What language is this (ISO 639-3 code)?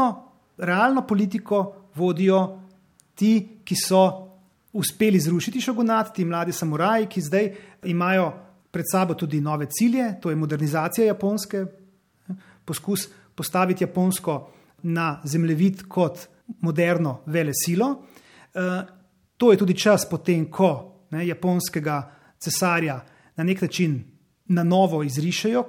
slv